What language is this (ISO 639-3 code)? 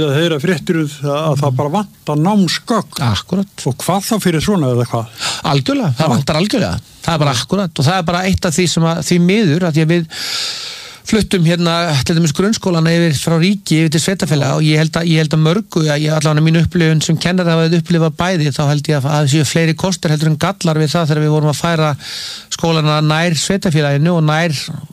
isl